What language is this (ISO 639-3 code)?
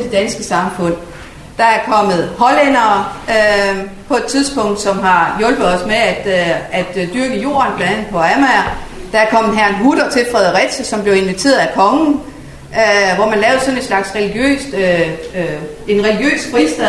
dan